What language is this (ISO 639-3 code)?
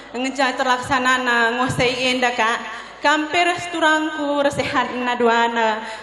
btx